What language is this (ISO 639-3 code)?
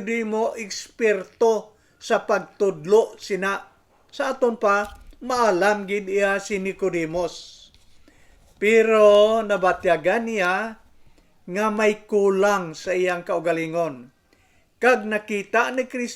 hil